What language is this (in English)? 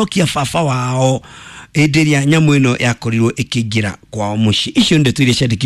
Kikuyu